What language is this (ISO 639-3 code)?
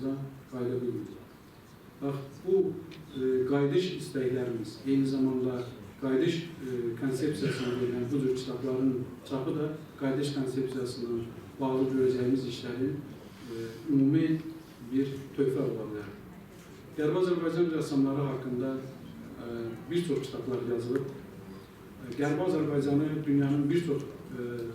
aze